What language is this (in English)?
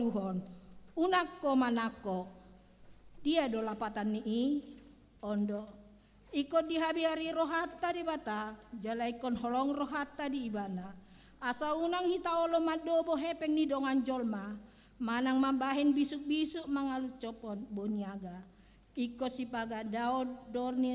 Batak Toba